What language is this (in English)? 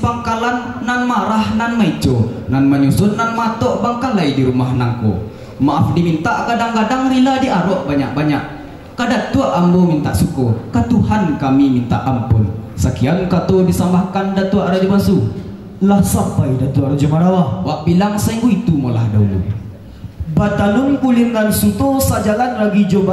Minangkabau